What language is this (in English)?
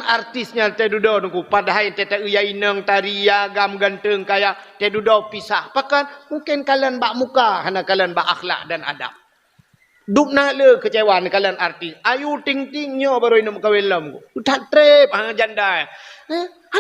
Achinese